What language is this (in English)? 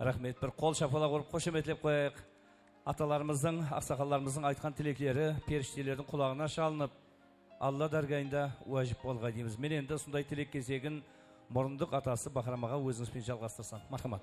Kara-Kalpak